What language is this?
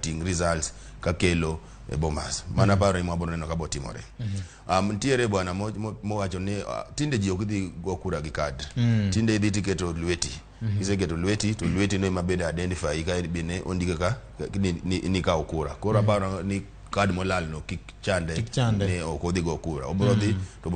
Luo (Kenya and Tanzania)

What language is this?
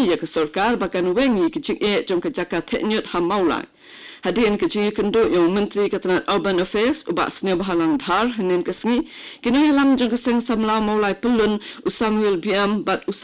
Khasi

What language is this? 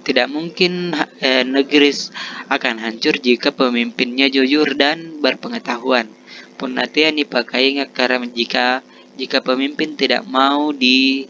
Makasar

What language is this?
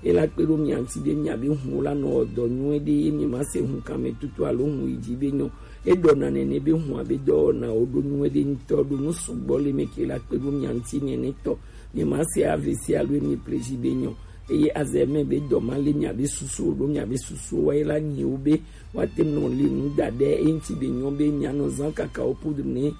Gen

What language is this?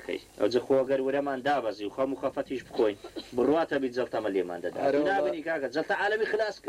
Central Kurdish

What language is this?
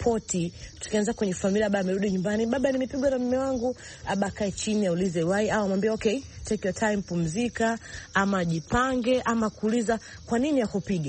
Swahili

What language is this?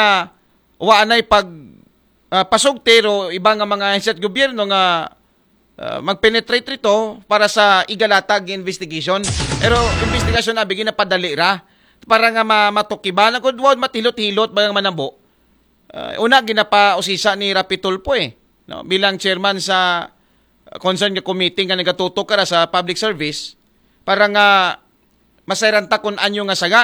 Aklanon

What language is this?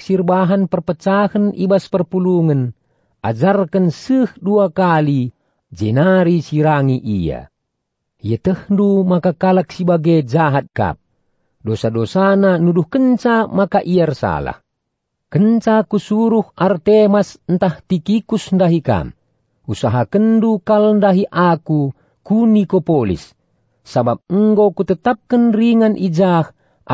Batak Karo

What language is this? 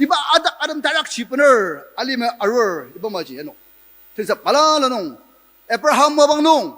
Ao Naga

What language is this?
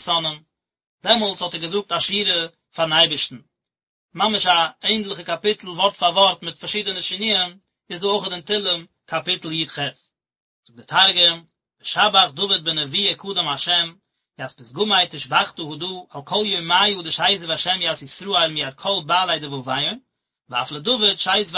Yiddish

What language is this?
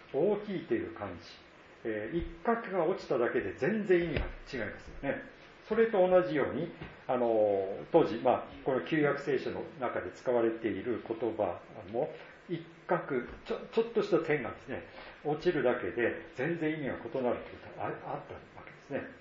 Japanese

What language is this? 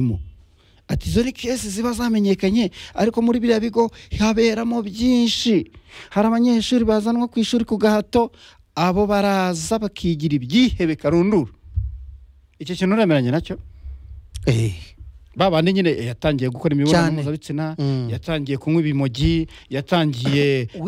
Kinyarwanda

